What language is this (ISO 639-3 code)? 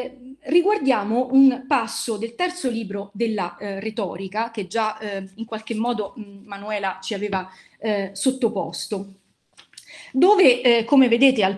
ita